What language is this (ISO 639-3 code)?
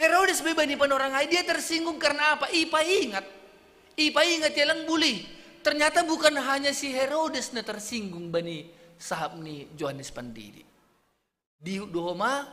bts